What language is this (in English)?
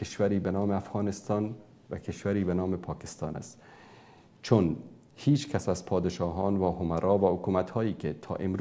Persian